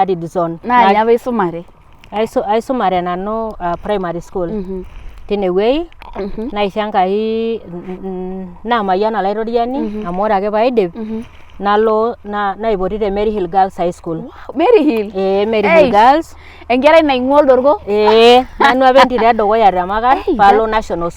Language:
Masai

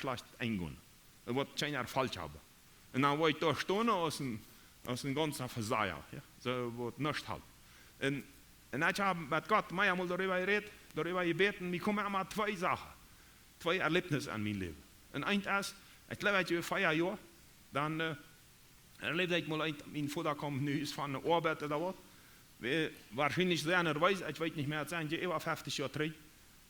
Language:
Plautdietsch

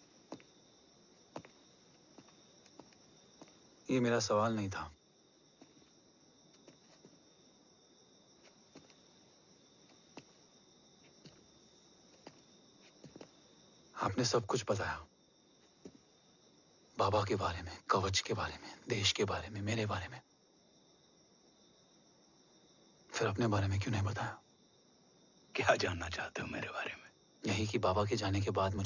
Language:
Hindi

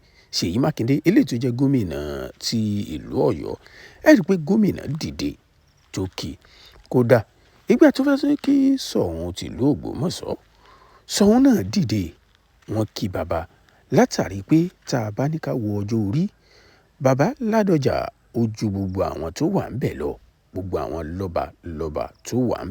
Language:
Yoruba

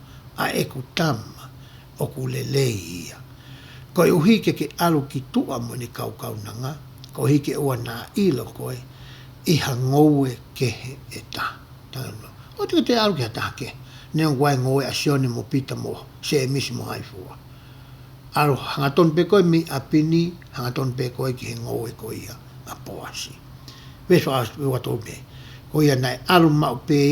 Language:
Tongan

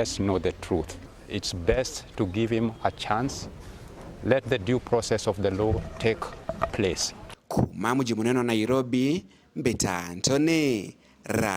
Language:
Meru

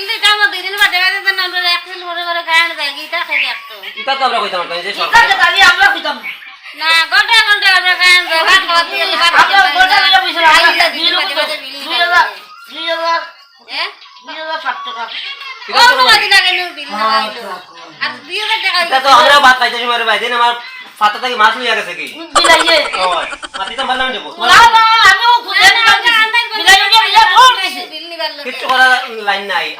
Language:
Sylheti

